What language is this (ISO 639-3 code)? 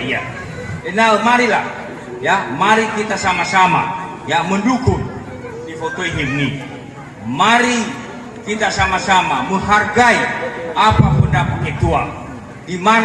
nia